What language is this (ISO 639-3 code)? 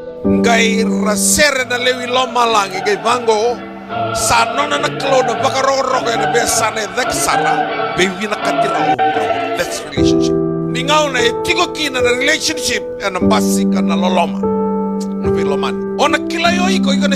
fij